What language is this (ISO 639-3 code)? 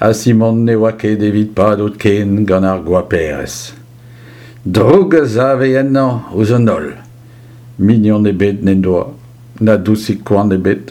bre